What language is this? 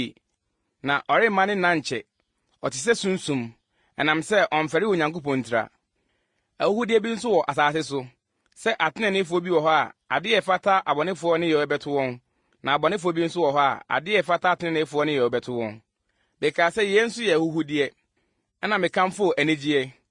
Akan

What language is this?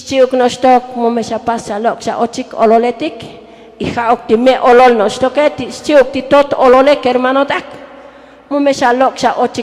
Tzotzil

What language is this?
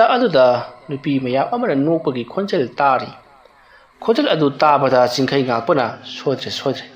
Manipuri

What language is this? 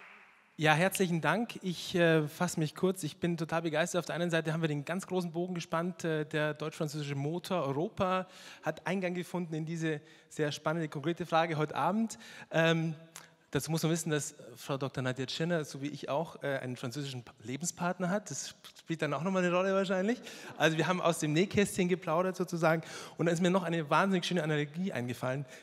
German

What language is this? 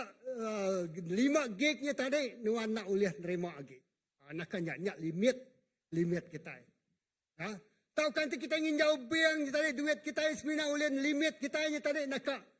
Iban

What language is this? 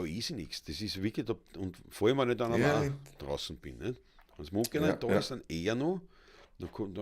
Bavarian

